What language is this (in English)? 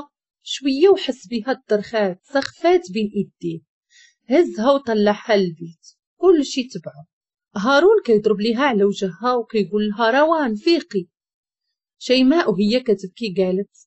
Moroccan Arabic